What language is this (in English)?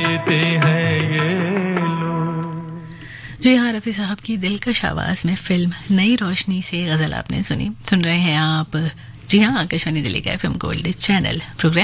Hindi